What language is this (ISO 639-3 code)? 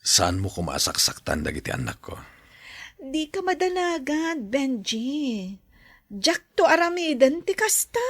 ilo